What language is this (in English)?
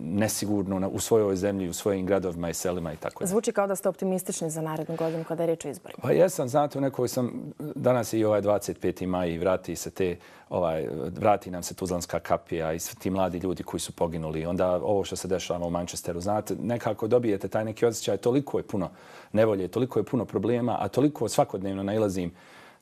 Bosnian